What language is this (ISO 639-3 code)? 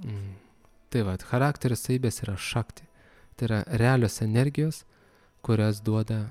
lit